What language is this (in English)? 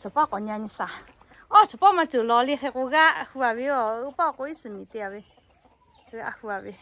Lahu